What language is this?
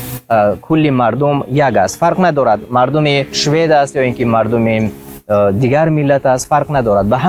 Tajik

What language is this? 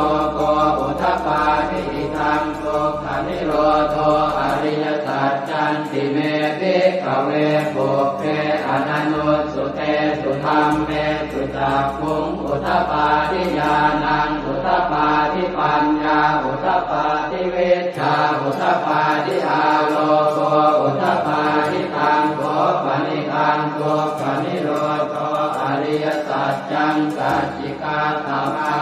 Pali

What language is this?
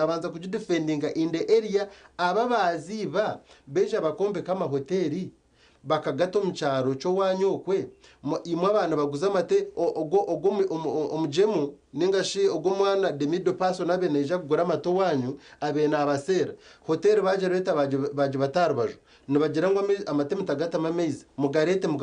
Nyankole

